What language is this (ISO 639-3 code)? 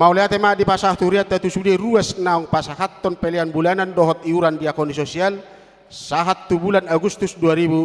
bbc